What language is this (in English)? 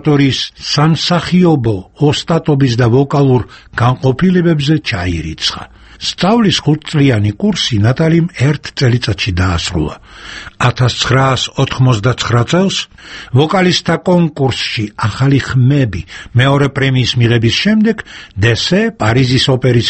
Georgian